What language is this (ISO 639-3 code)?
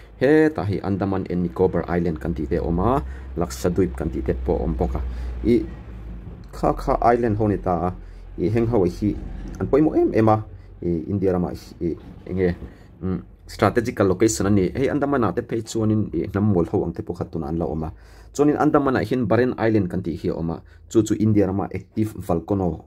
lus